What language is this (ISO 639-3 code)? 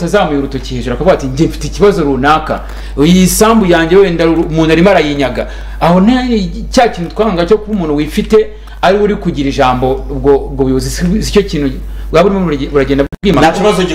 kin